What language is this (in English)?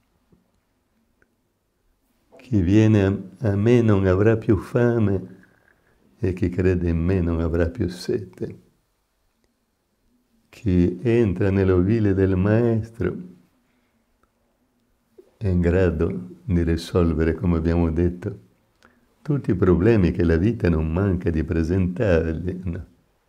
Italian